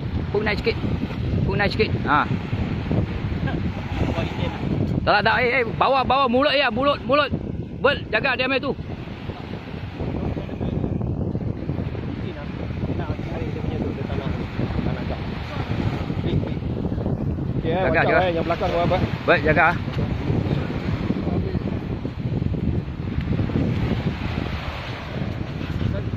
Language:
Malay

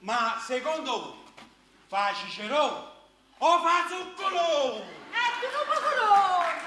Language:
Neapolitan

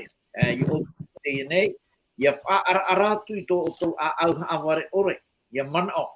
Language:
Tahitian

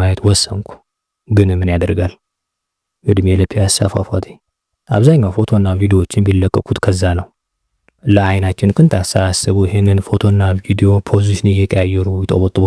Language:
Amharic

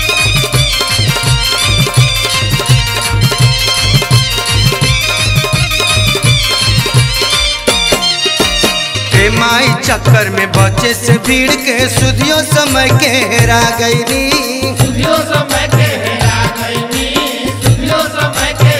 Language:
Bhojpuri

